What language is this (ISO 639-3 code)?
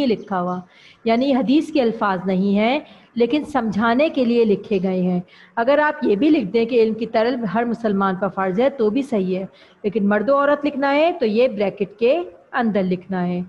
urd